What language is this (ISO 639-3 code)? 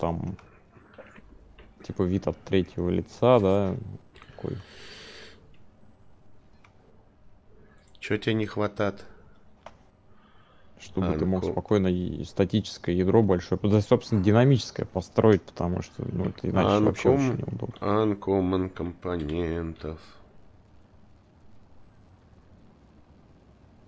rus